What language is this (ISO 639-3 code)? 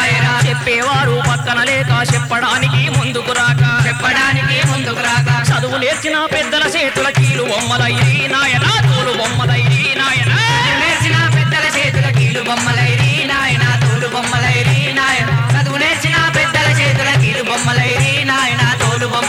tel